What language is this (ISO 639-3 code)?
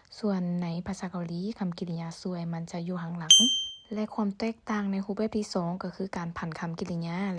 lao